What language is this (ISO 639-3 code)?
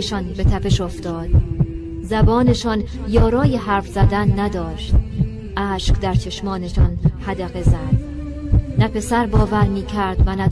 tgk